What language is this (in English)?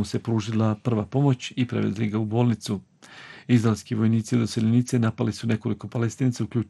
Bosnian